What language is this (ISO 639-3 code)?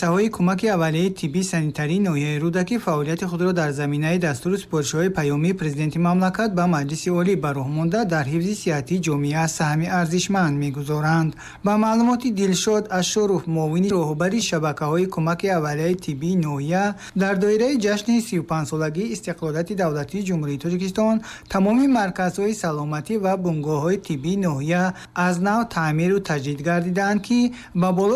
tgk